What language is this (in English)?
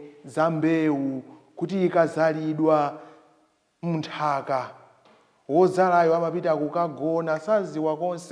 Nyanja